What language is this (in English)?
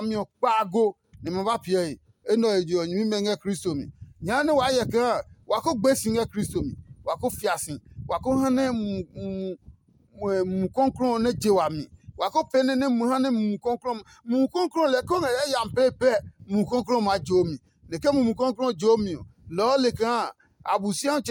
Adangme